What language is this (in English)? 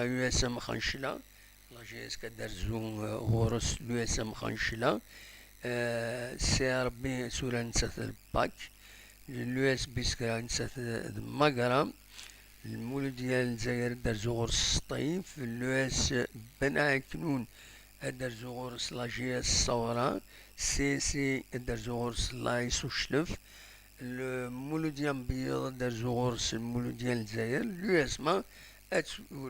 Kabyle